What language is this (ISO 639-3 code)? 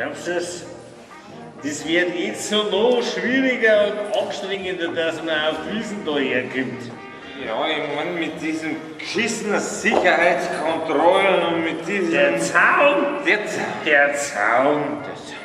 bar